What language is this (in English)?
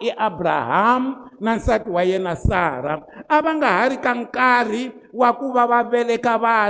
Tsonga